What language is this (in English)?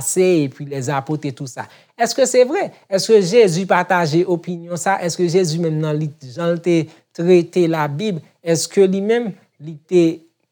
Haitian Creole